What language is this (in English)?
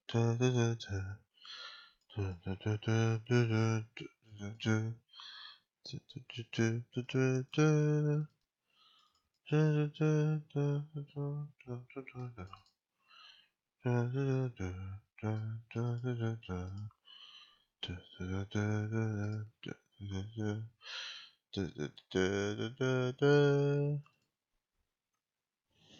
Chinese